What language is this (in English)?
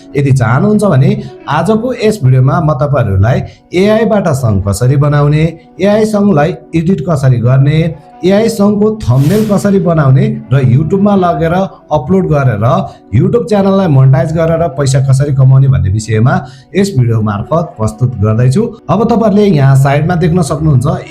Nepali